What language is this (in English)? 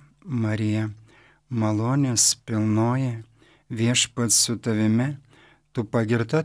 Lithuanian